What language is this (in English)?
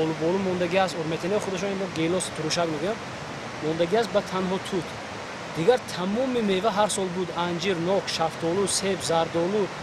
Tajik